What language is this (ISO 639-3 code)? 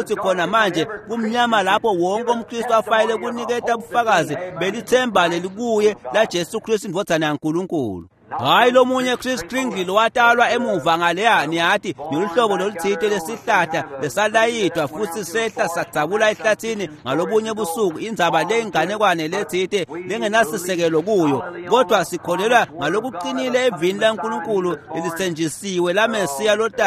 ssw